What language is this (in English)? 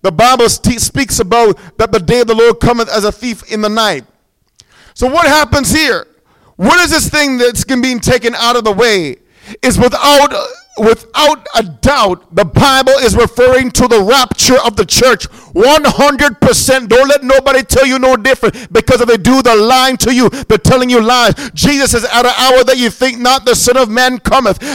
English